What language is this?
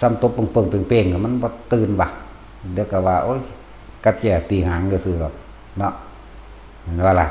Northeastern Thai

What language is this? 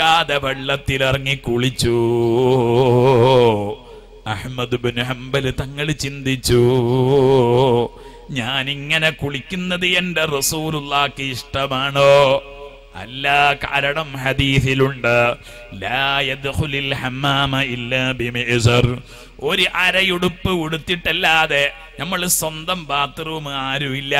Malayalam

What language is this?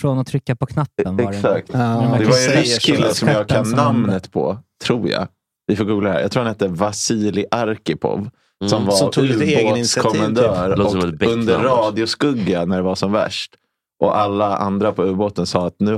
Swedish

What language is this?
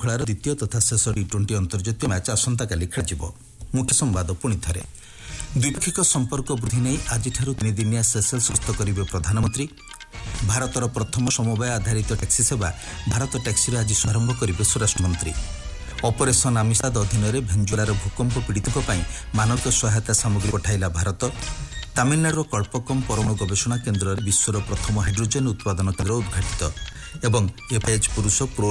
Odia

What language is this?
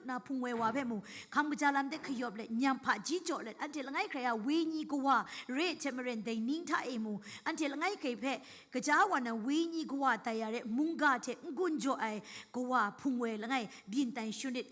Kachin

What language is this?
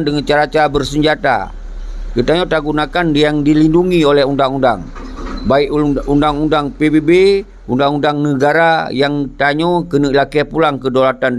Achinese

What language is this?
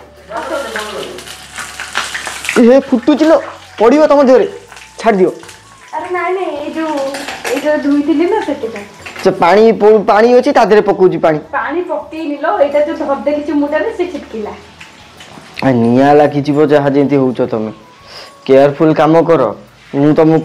Odia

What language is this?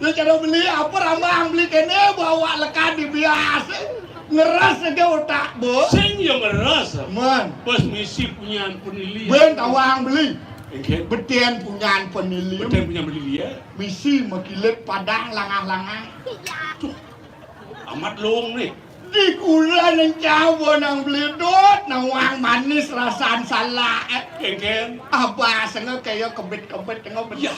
Balinese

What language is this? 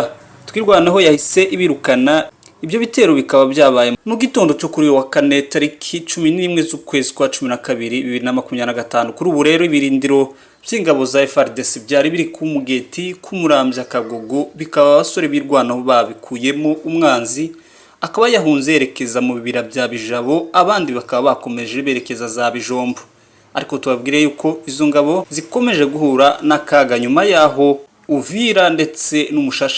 Kinyarwanda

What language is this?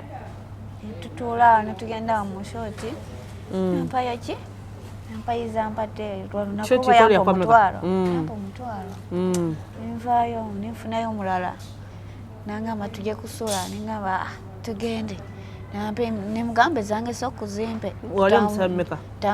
Ganda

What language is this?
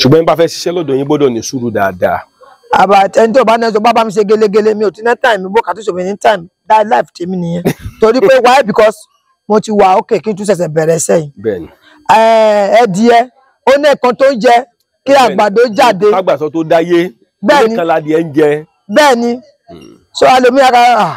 Yoruba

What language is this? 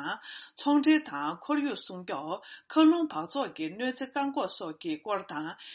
Tibetan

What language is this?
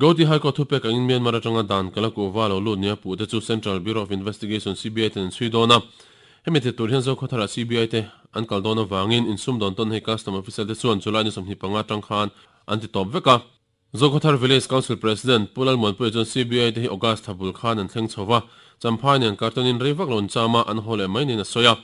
Mizo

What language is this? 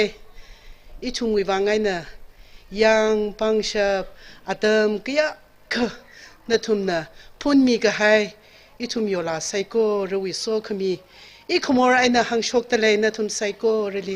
Tangkhul Naga (India)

